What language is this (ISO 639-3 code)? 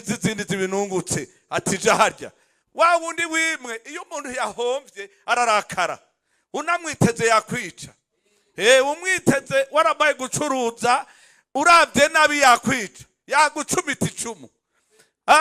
run